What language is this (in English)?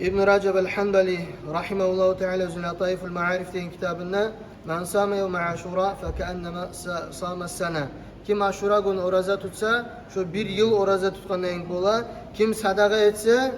Kumyk